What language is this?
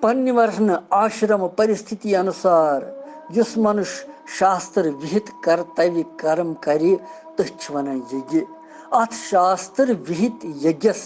Kashmiri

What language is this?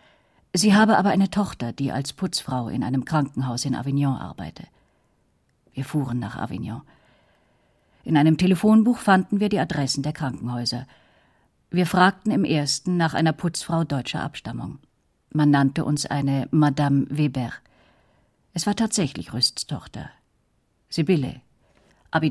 German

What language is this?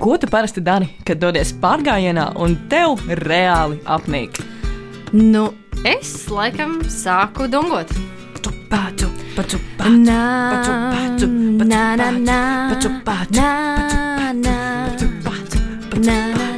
Latvian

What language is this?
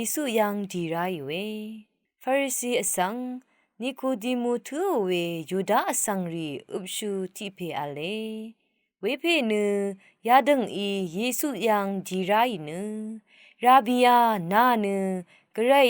Rawang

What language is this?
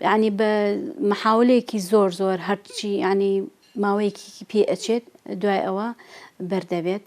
Central Kurdish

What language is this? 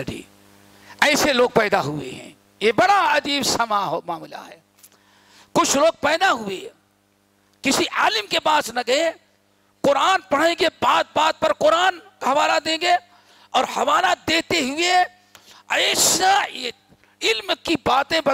Urdu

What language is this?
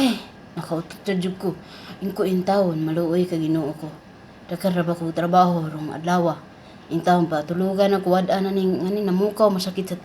Cebuano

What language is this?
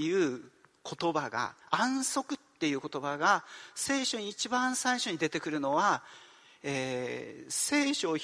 Japanese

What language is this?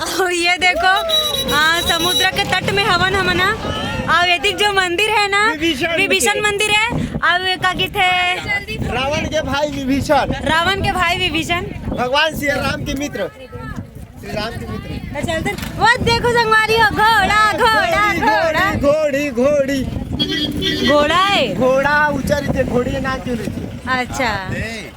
Chhattisgarhi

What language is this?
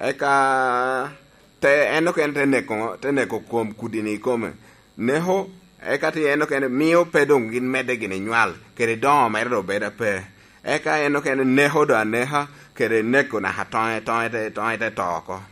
Lango (Uganda)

